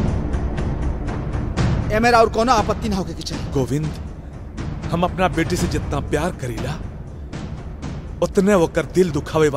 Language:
Bhojpuri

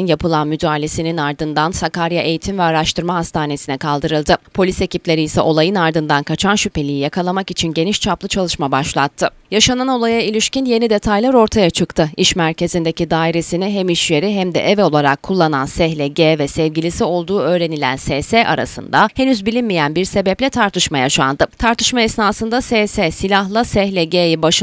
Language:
Turkish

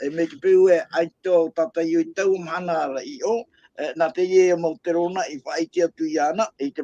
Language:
Tahitian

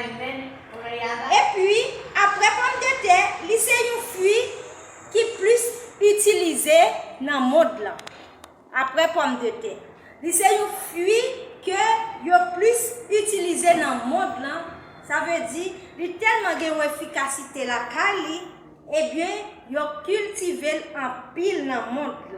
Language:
Haitian Creole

